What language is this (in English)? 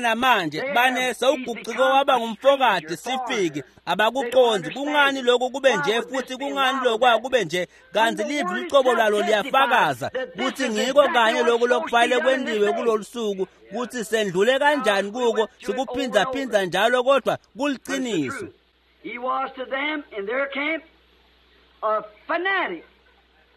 Swati